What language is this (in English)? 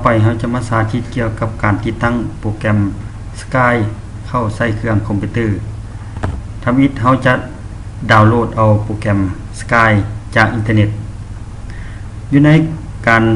Lao